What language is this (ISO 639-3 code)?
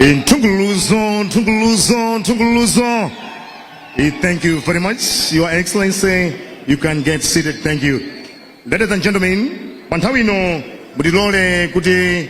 nya